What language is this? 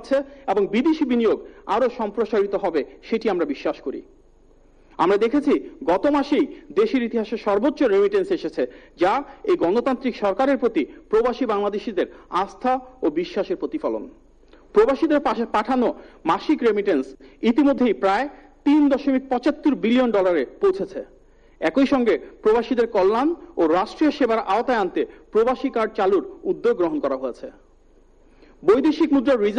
Bangla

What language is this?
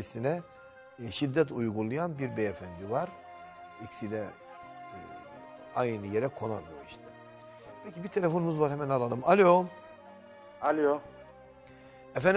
Turkish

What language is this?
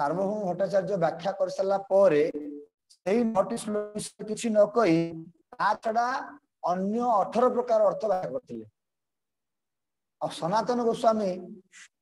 Odia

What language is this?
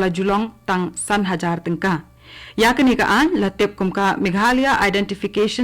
Khasi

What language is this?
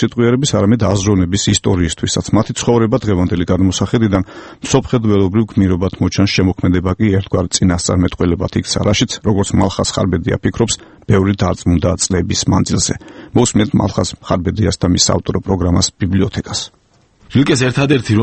Georgian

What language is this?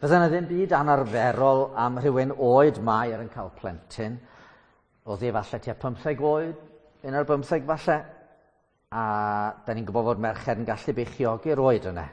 Welsh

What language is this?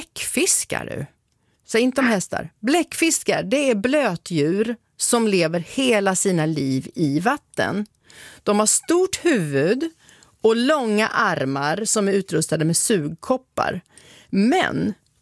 Swedish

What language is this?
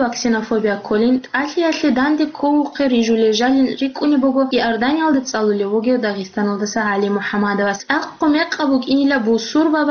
Avaric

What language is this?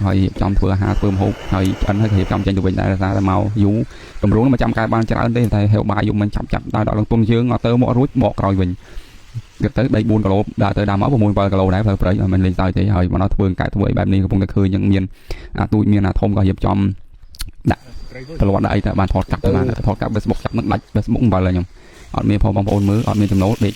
Khmer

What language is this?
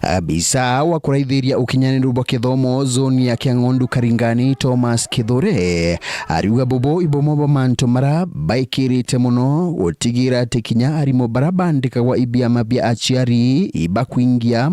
Meru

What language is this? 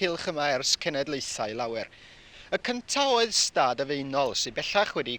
Welsh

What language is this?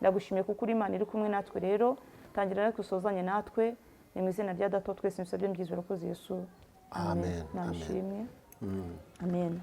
Kinyarwanda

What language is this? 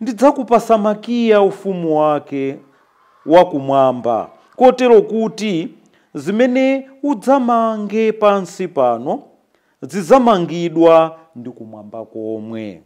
Nyanja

